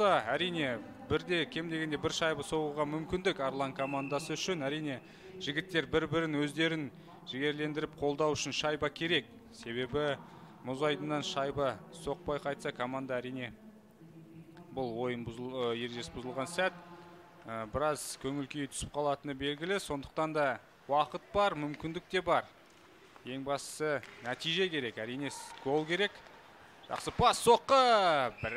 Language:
Kazakh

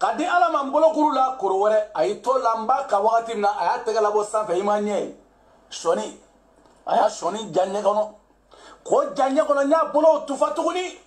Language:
Bambara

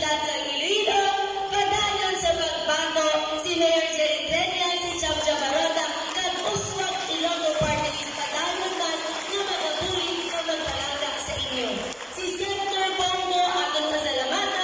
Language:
Hiligaynon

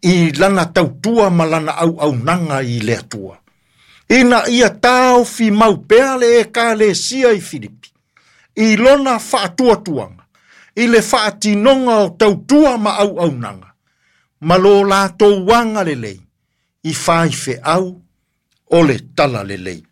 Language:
Samoan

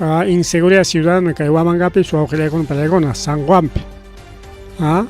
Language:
Ayacucho Quechua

